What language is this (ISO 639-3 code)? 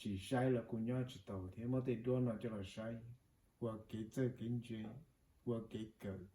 hmn